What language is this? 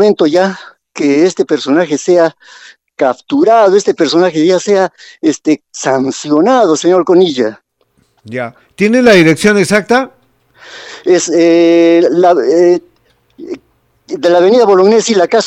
Spanish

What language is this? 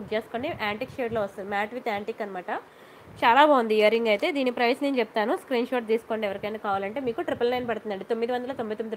Telugu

